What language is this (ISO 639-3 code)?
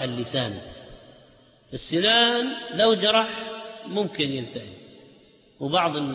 ara